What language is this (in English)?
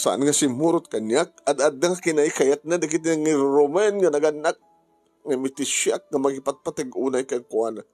Iloko